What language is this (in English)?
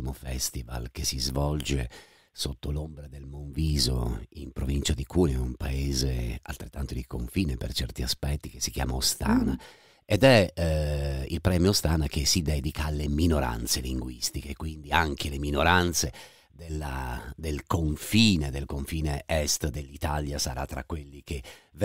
Italian